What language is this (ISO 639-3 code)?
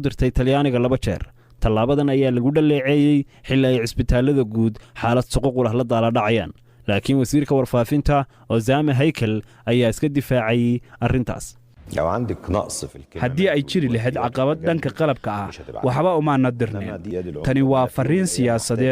som